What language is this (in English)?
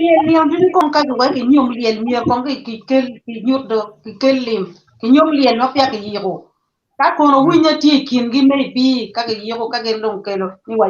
Acoli